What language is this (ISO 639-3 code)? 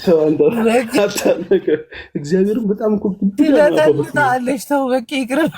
amh